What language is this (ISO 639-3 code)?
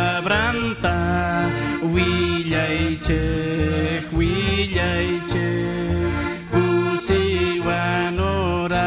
quh